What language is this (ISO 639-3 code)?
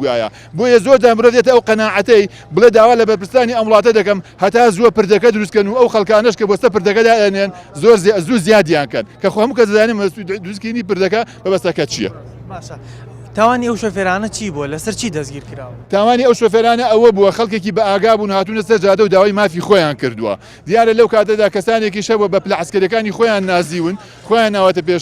ckb